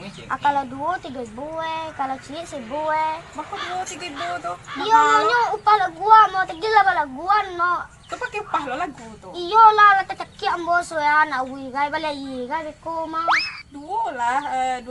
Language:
Minangkabau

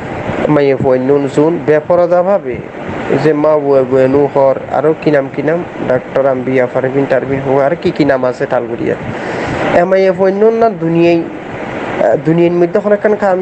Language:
Rohingya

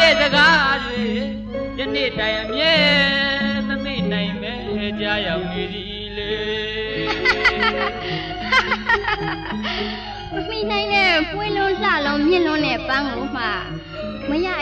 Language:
Burmese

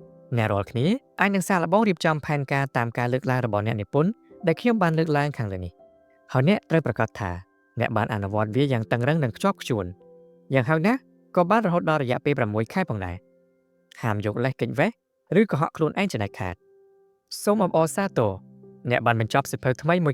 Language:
Khmer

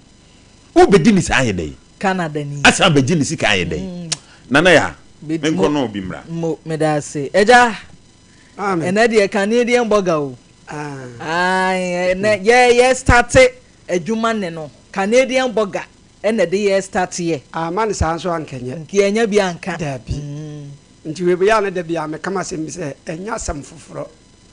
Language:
Akan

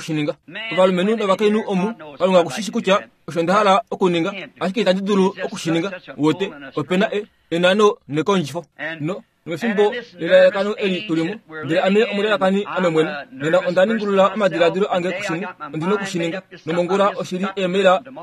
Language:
Kuanyama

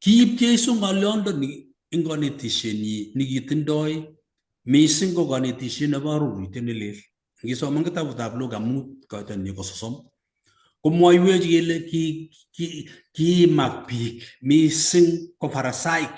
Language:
Kalenjin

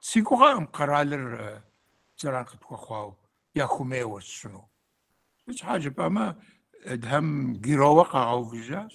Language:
Kabardian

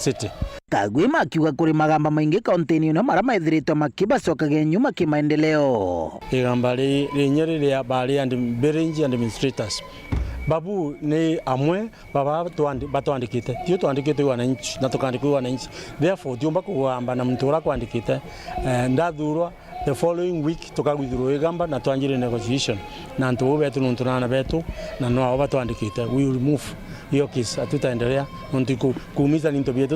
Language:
Meru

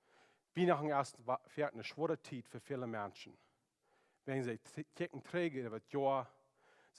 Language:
Plautdietsch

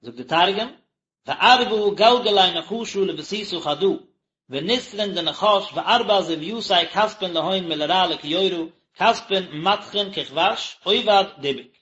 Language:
Yiddish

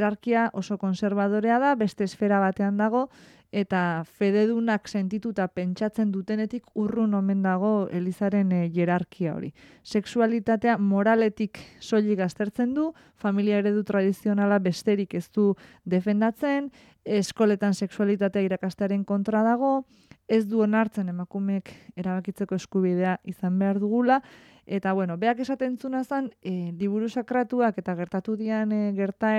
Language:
Basque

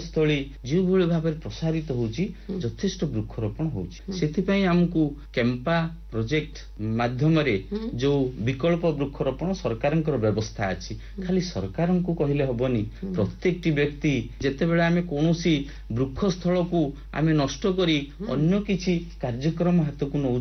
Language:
Odia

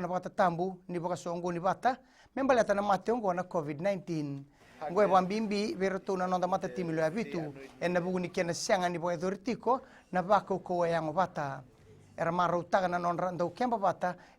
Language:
Fijian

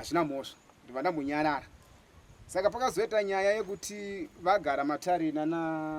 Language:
Shona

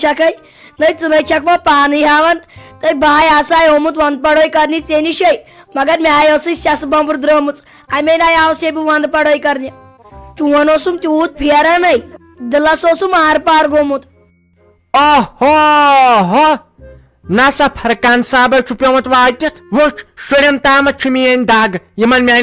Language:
Kashmiri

